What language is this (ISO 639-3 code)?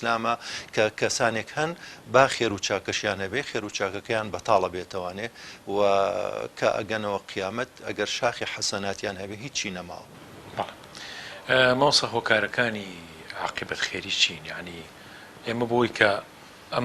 ckb